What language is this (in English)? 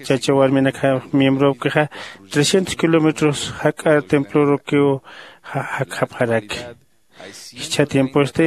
Aymara